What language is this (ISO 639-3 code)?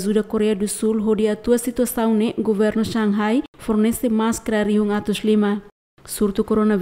tet